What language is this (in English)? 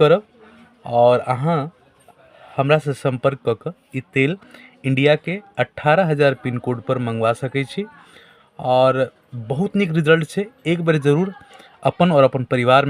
Maithili